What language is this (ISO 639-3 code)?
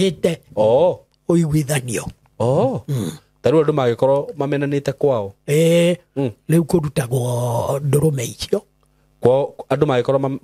kik